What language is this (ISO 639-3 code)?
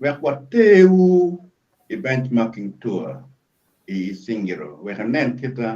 ach